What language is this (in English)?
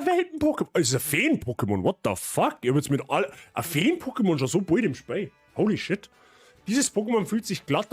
Bavarian